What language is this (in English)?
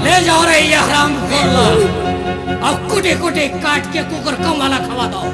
Chhattisgarhi